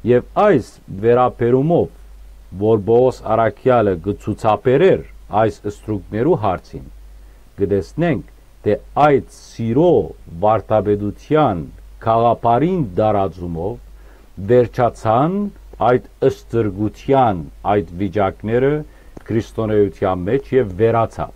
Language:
Western Armenian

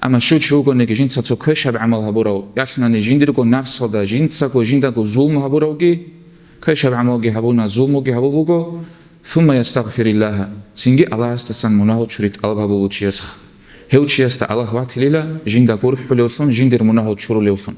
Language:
Avaric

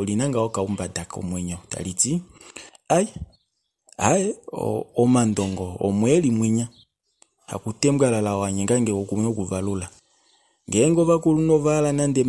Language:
Kuanyama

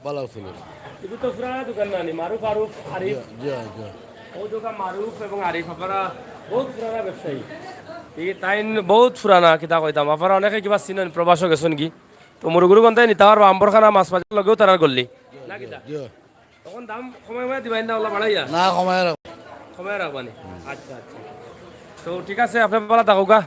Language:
Sylheti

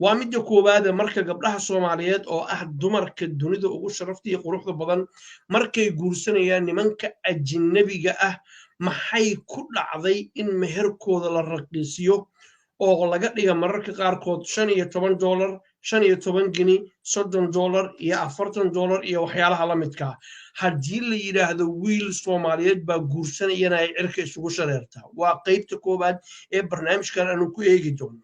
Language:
Somali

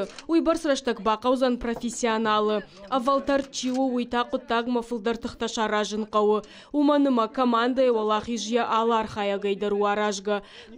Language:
Ossetic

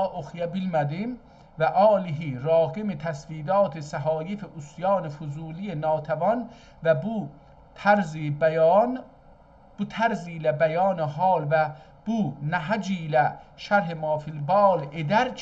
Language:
South Azerbaijani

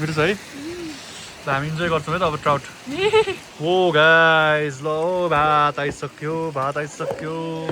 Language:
Nepali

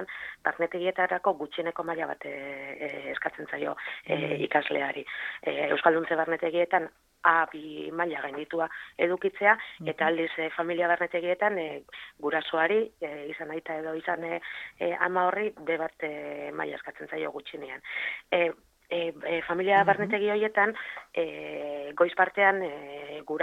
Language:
Basque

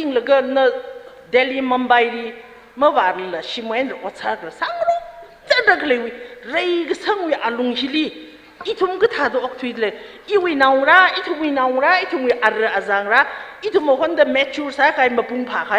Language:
Tangkhul Naga (India)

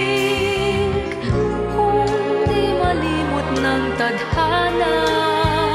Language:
Filipino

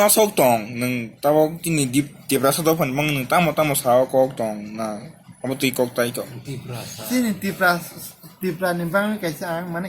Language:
Kok Borok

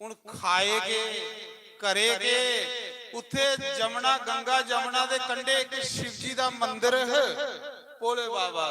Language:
Dogri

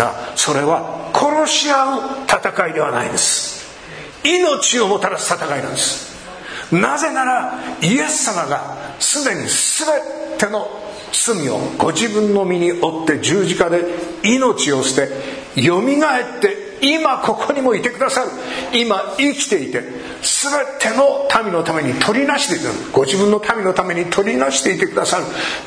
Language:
Japanese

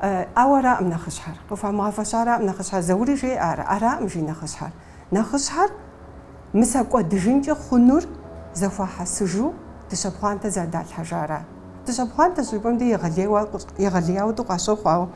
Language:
Kabardian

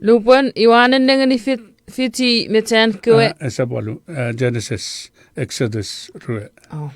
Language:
Chuukese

